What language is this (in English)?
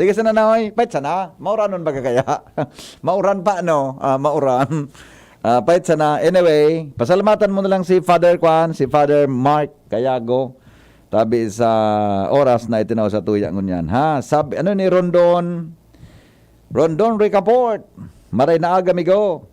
Bikol